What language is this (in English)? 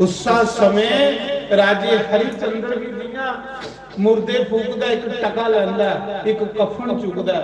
Dogri